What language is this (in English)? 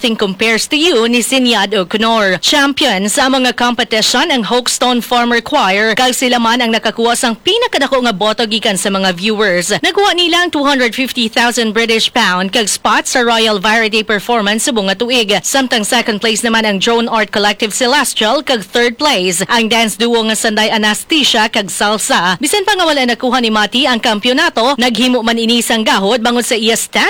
Hiligaynon